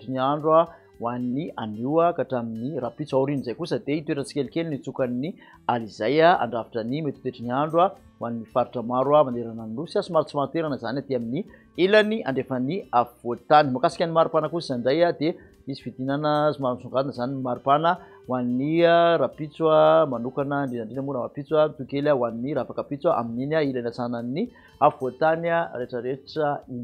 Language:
Malagasy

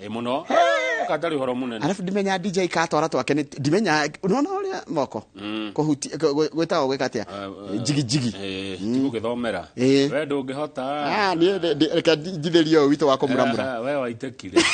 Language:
Kikuyu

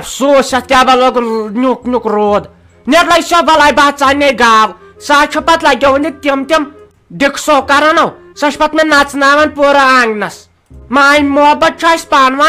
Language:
Kashmiri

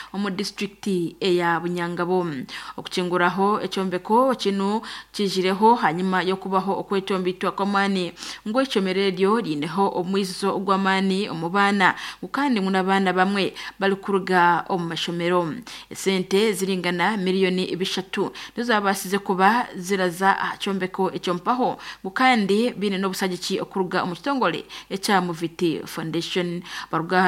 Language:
Nyankole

